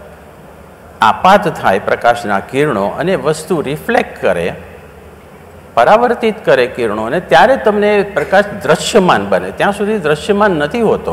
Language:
Gujarati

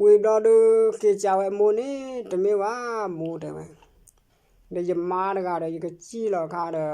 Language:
S'gaw Karen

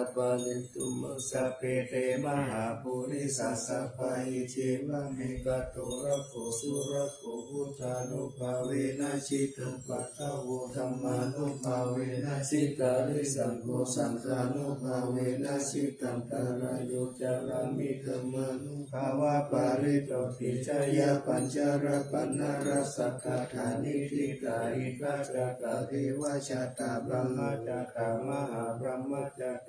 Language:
Pali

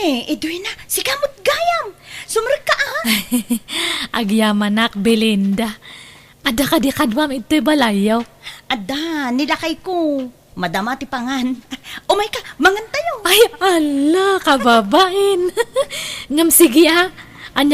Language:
Iloko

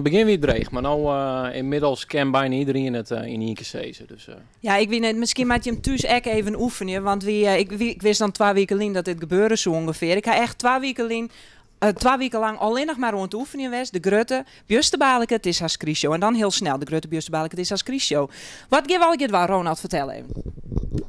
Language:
Western Frisian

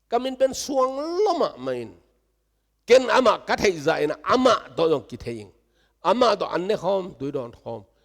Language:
Tedim Chin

